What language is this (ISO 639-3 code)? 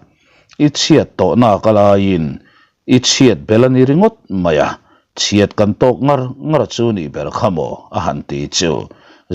lus